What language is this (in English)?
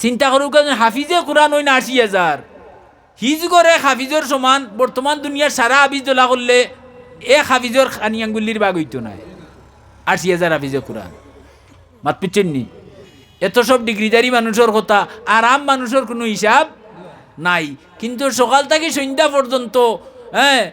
Sylheti